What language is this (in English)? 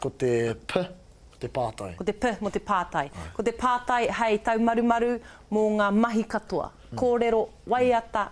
Māori